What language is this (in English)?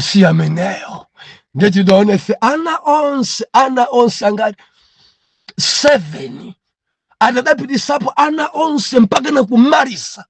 Nyanja